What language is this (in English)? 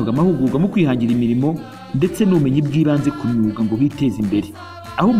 Kinyarwanda